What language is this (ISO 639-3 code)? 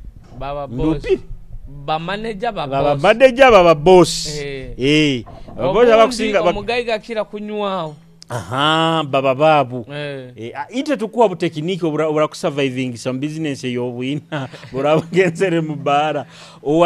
nyo